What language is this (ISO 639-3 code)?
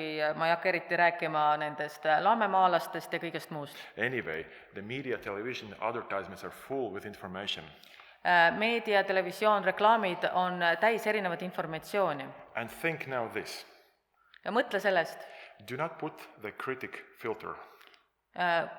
est